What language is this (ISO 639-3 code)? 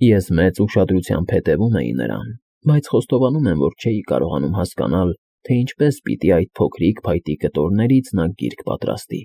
hye